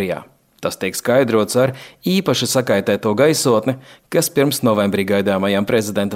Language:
Latvian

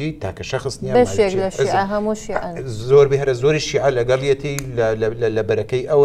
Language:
Central Kurdish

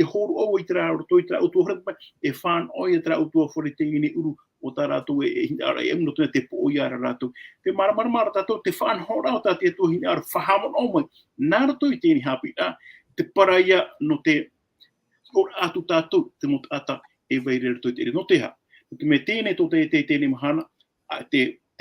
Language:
Tahitian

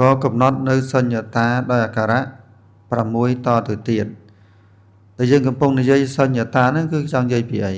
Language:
Khmer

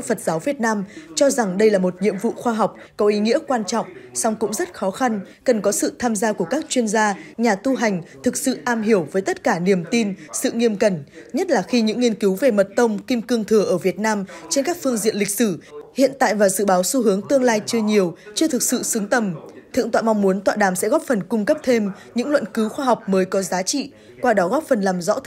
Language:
Vietnamese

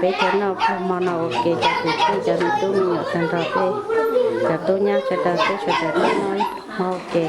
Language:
Hmong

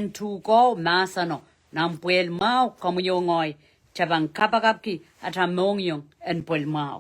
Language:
Pohnpeian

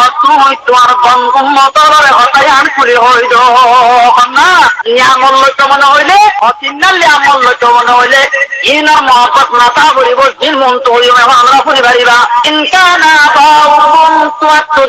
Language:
Rohingya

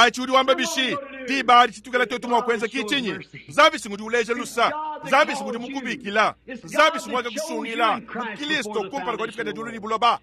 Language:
Luba-Lulua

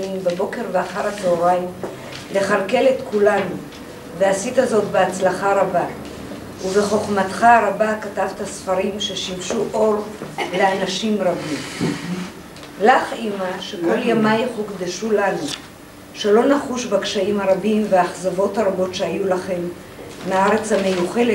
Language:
Hebrew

